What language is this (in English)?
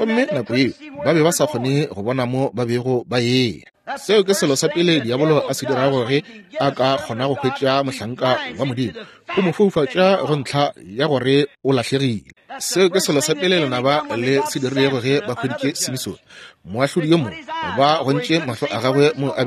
Northern Sotho